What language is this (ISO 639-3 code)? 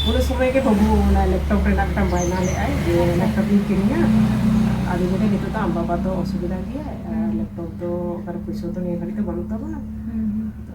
sat